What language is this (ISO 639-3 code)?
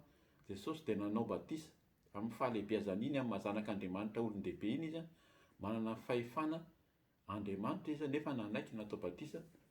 mlg